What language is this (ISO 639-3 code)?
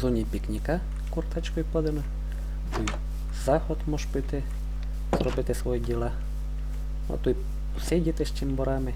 rue